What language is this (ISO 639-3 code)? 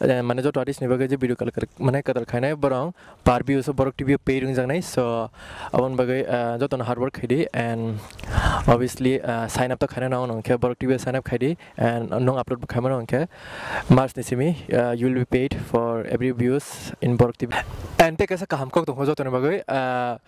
trp